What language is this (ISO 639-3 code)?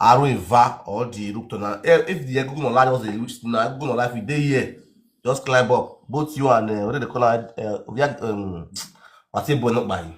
pcm